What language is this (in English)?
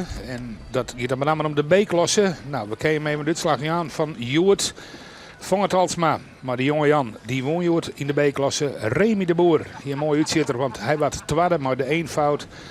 Western Frisian